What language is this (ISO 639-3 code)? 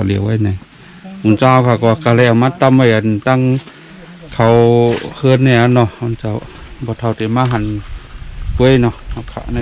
shn